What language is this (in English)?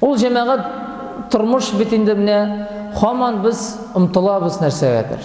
Tatar